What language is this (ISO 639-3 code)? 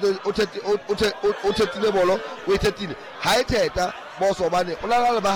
sot